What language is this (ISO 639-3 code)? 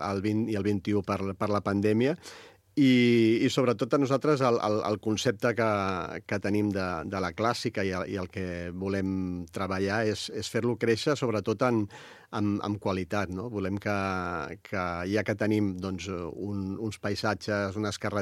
cat